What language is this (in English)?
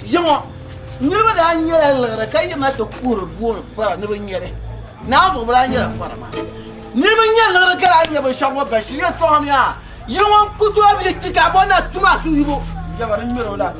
Dagbani